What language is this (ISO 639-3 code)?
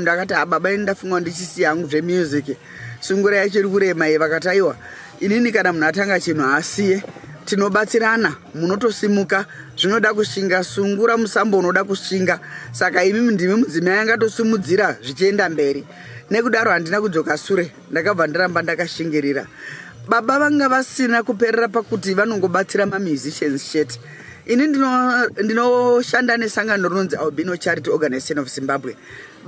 sna